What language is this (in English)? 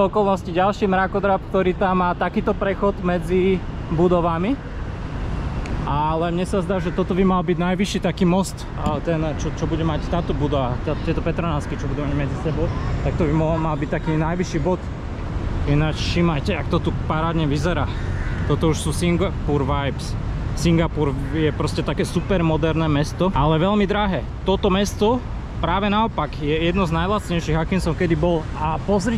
Slovak